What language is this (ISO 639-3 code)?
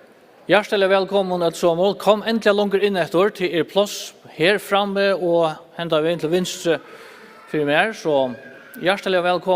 fao